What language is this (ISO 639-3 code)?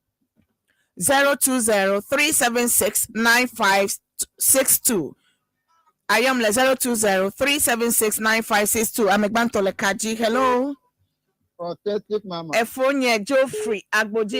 ewe